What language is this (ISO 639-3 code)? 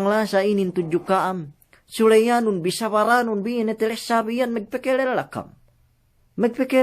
yka